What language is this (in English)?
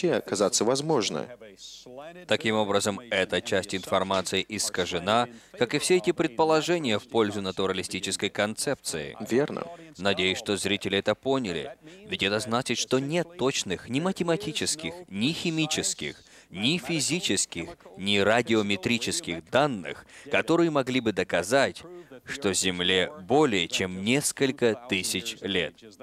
Russian